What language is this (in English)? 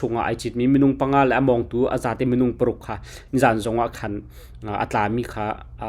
Hakha Chin